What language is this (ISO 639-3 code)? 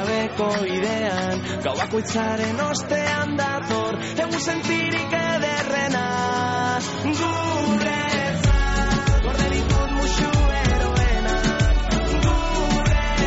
eus